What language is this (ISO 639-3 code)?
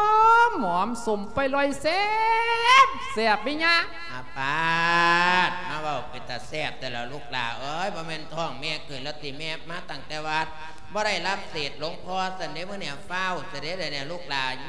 lao